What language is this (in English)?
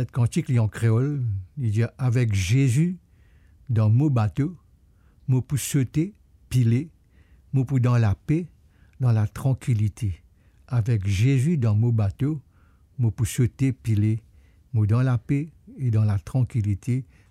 Morisyen